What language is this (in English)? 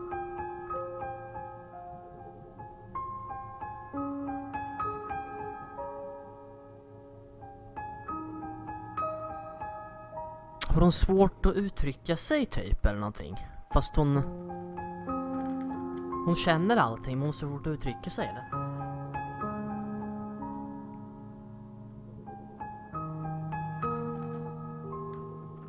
Swedish